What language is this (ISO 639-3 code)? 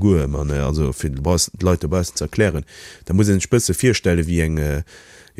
ltz